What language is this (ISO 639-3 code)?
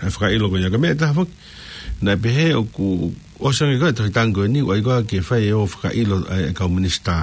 ton